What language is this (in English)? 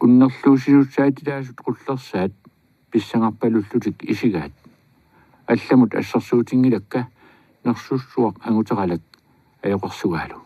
Kalaallisut